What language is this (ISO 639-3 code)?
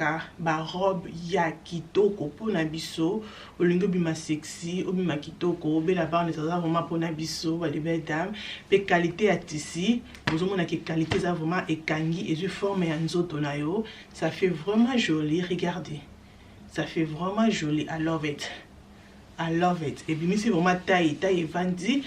lin